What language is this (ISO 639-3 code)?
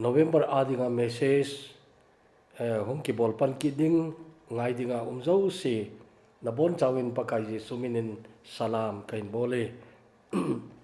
tcz